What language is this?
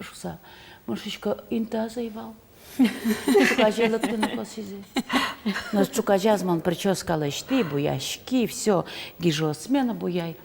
Udmurt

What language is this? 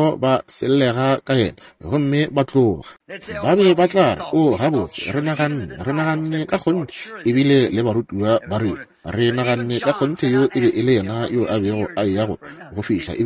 Northern Sotho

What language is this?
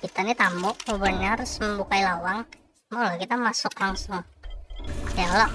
Banjar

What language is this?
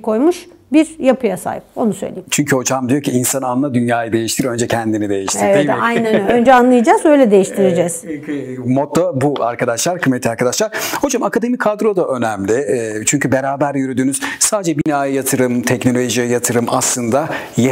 Turkish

